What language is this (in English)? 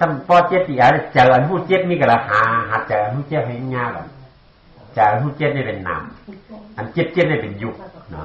Shan